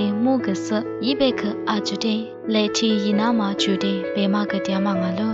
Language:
Lisu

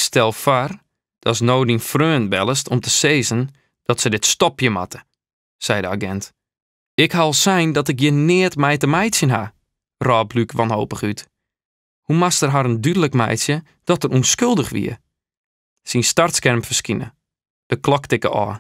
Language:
Western Frisian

